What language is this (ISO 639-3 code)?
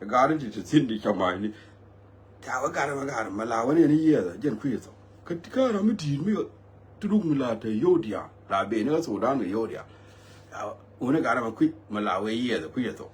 nus